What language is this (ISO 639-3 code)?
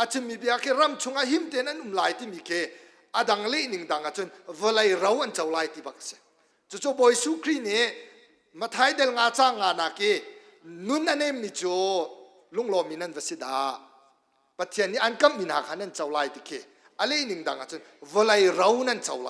cnh